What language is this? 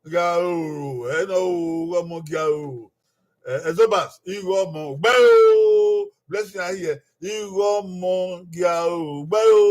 Bini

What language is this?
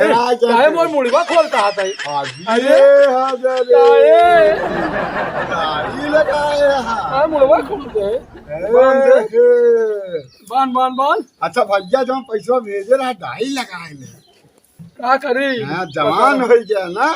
Awadhi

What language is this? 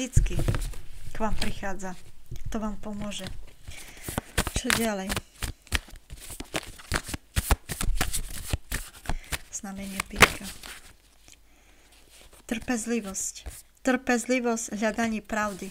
Slovak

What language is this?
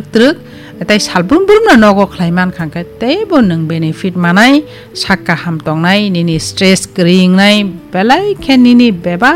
Kok Borok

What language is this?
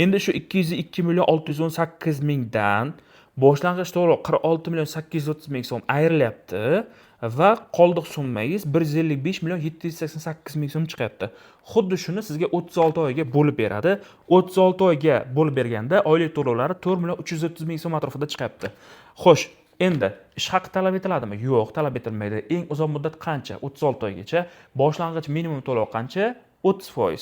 Uzbek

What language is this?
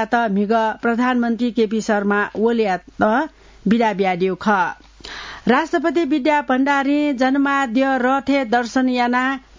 Newari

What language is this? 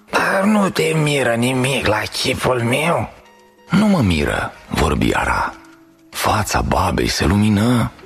Romanian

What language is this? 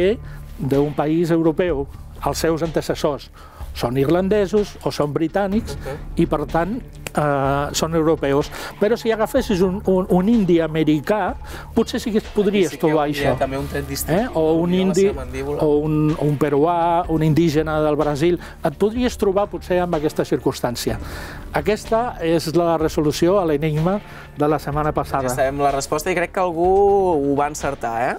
Catalan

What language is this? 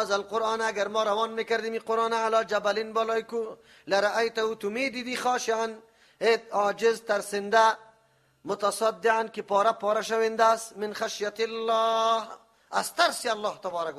Persian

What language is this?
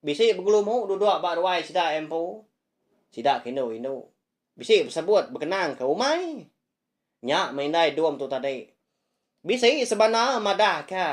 Iban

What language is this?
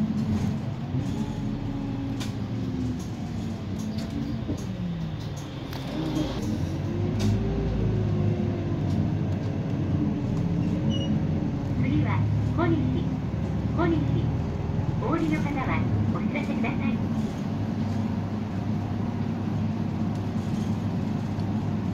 Japanese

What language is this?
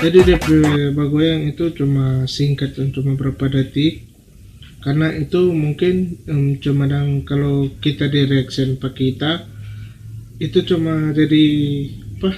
Manado Malay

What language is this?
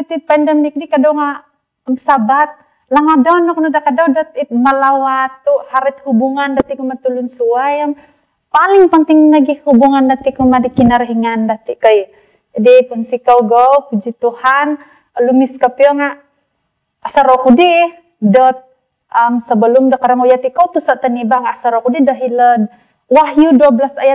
Central Dusun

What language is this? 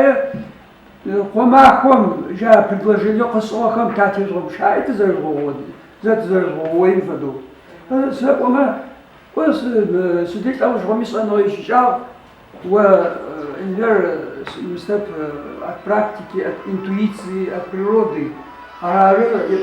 Adyghe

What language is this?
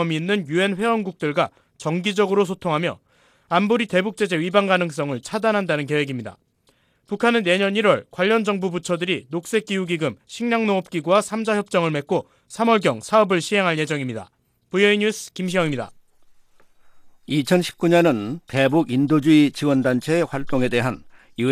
Korean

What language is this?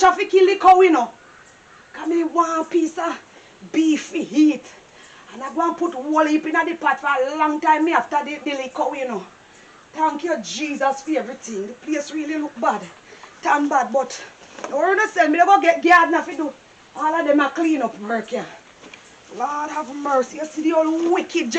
Jamaican Creole English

